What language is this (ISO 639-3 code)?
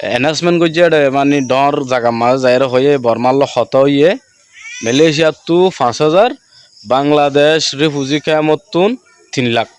rhg